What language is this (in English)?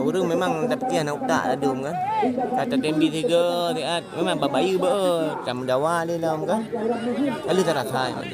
Achinese